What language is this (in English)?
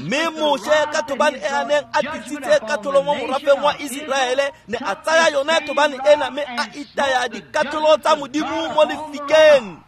Tswana